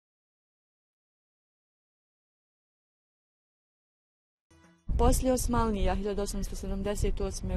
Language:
Bosnian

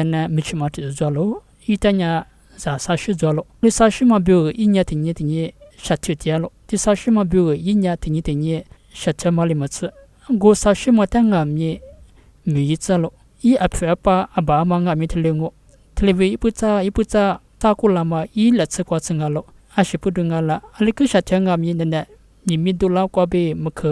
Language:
Lisu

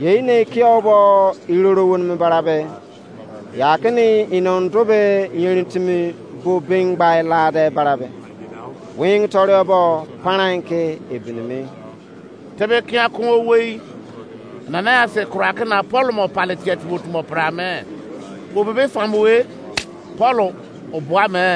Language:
Izon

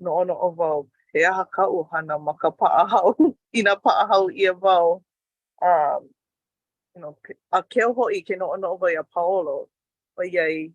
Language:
Hawaiian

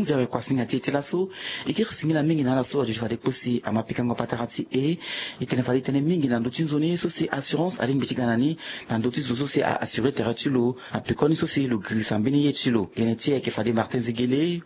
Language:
Sango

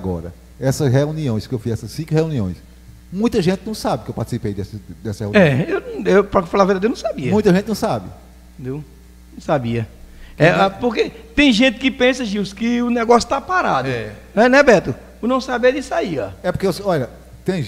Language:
Portuguese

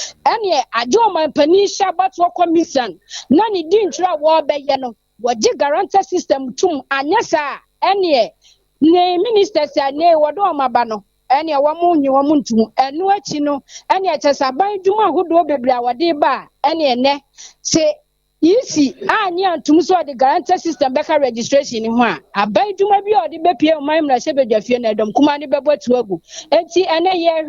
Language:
Akan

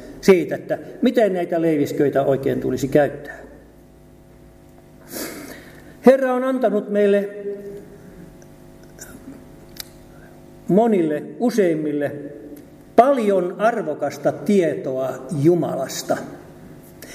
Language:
Finnish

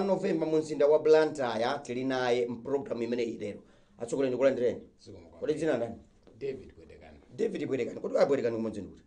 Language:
Nyanja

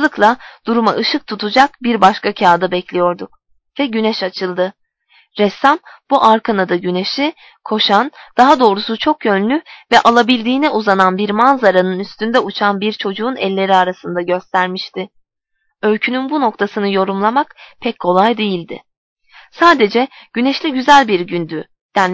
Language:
Turkish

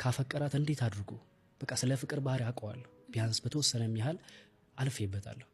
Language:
Amharic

